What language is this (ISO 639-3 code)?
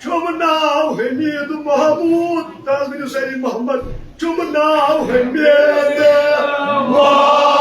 kas